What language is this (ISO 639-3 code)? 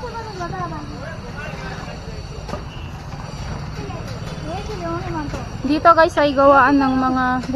fil